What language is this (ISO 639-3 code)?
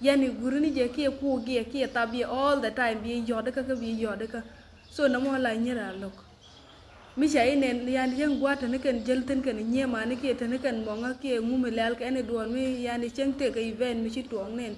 nus